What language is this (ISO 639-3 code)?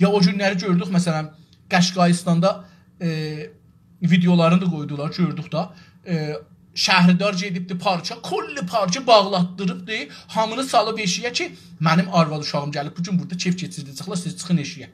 azb